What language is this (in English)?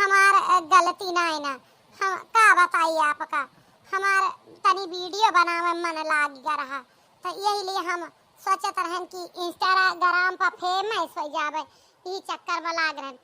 Awadhi